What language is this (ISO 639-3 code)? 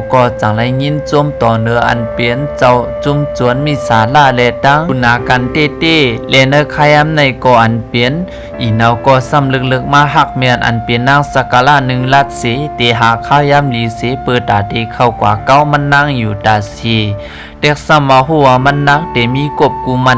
shn